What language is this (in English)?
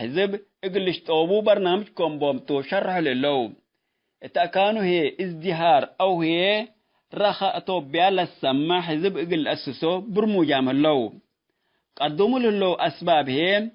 Tigre